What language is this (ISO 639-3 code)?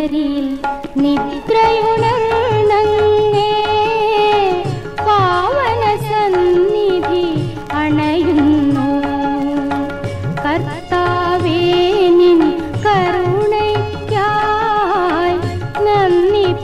mal